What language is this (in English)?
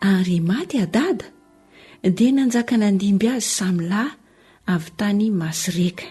Malagasy